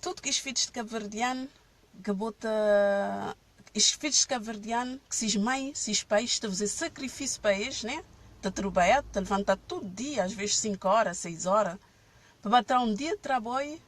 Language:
Kabuverdianu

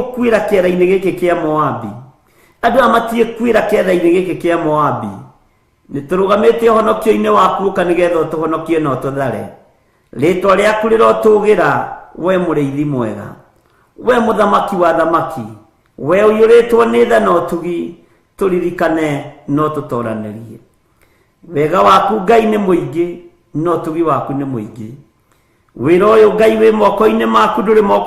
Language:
Kikuyu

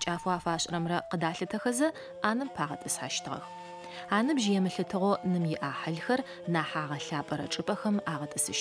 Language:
Adyghe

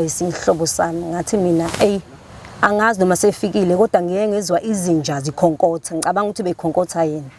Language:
Zulu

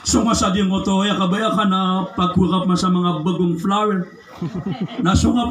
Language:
Maranao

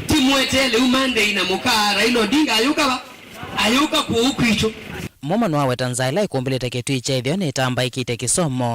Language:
Kamba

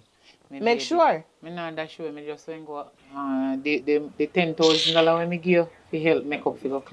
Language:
Jamaican Creole English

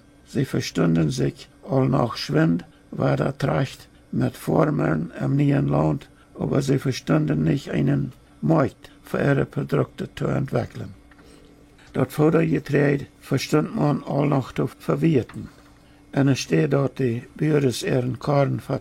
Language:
Plautdietsch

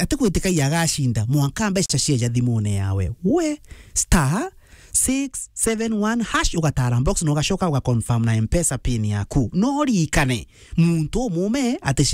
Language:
Meru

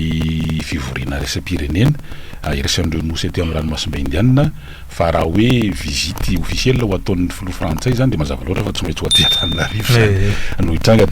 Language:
Malagasy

